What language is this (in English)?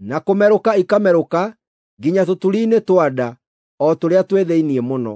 Kikuyu